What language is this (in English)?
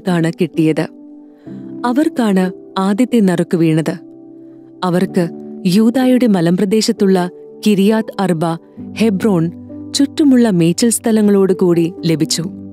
Malayalam